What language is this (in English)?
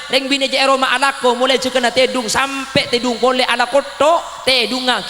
Madurese